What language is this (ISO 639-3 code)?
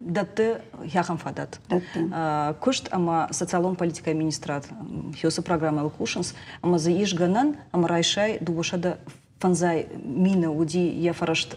oss